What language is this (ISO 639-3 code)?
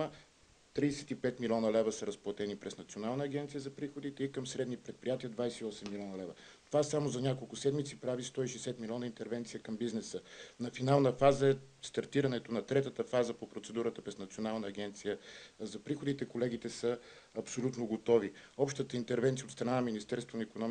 bul